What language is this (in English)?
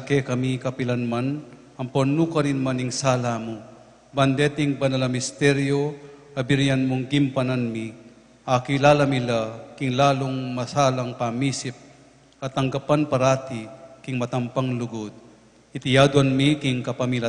Pampanga